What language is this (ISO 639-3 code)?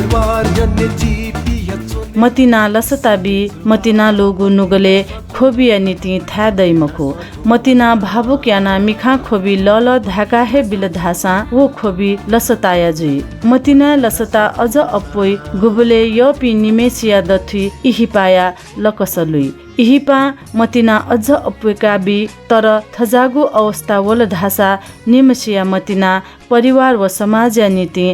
new